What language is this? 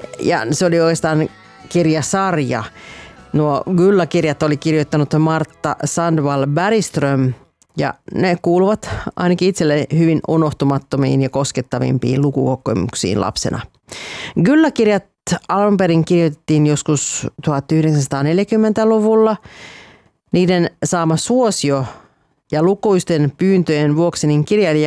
Finnish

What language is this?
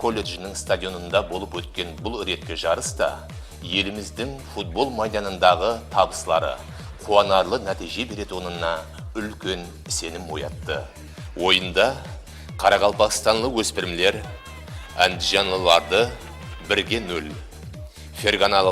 Kara-Kalpak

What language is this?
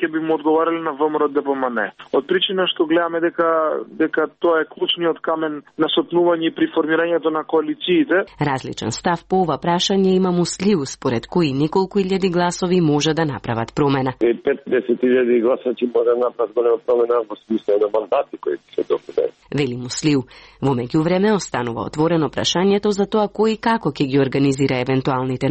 Macedonian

